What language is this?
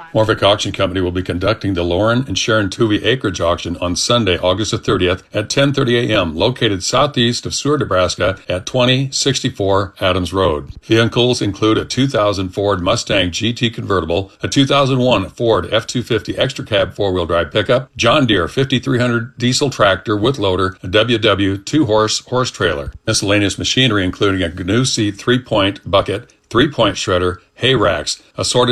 English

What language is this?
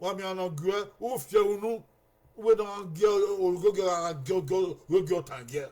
Bini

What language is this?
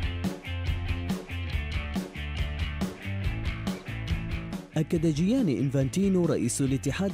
Arabic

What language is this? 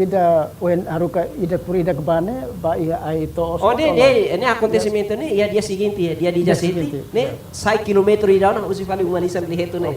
Tetum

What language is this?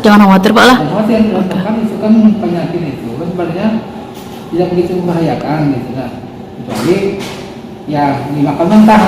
Banjar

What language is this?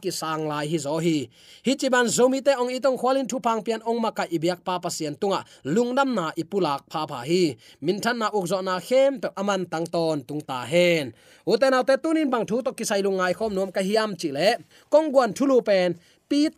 Tedim Chin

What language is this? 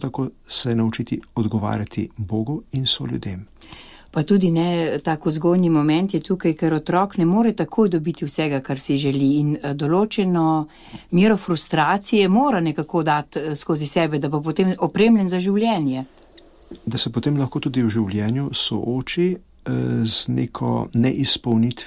Slovenian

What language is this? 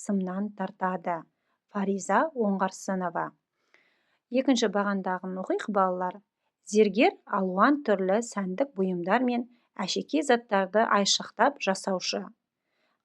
Kazakh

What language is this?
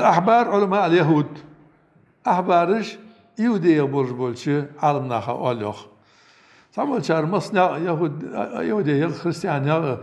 Ingush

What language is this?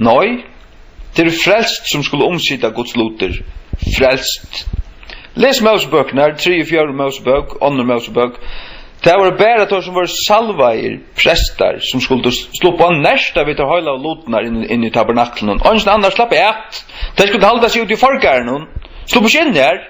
Faroese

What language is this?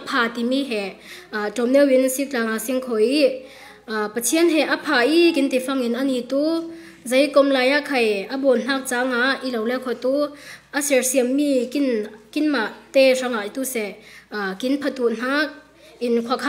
Falam Chin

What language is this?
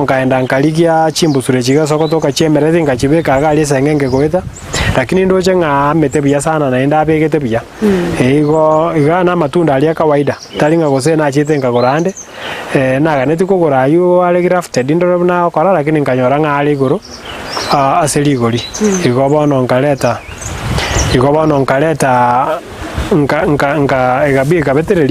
Gusii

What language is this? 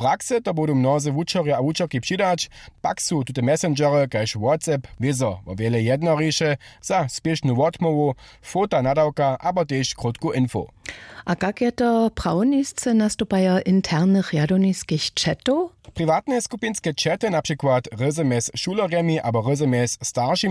Upper Sorbian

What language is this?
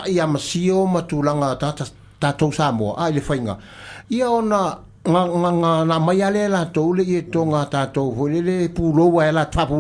Samoan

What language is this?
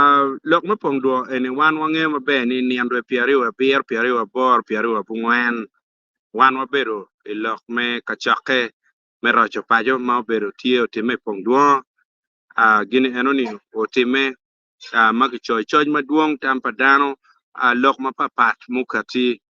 Acoli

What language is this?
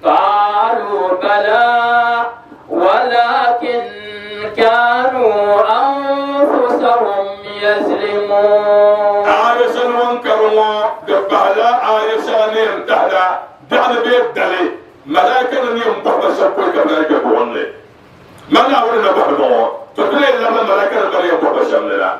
Dagbani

